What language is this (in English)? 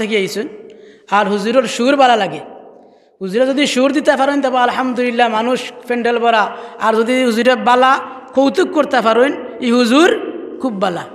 Sylheti